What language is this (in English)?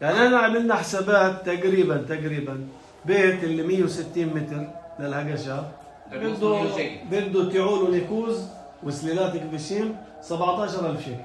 North Levantine Arabic